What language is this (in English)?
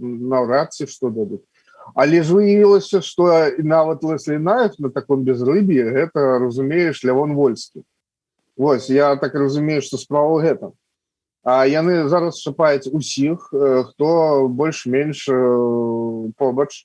Belarusian